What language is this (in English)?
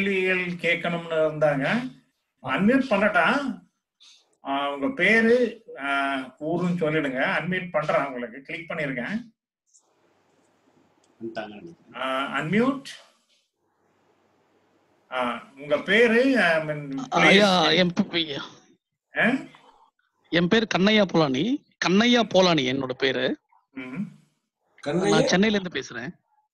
Tamil